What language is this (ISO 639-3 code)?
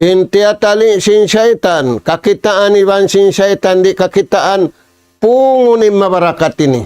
tsg